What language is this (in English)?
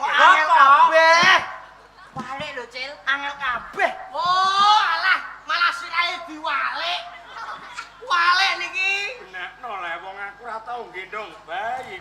Javanese